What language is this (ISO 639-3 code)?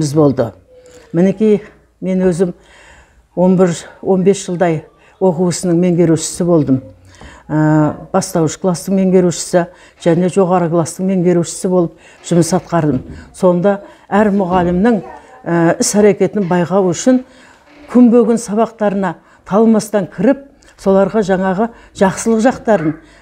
kaz